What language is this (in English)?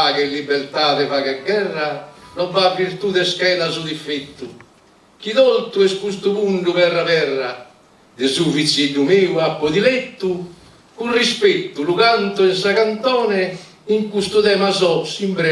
Sardinian